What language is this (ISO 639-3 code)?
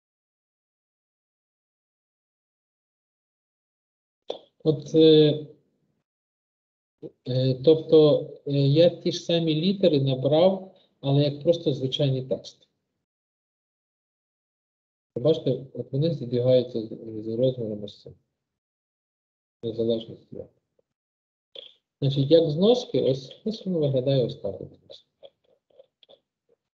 ukr